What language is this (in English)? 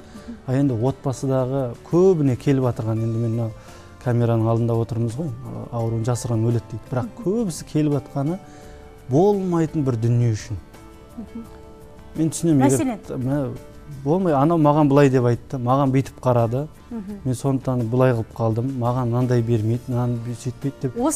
Kazakh